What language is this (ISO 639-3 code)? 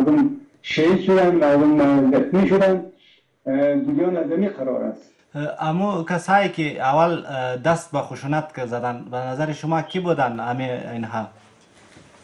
fas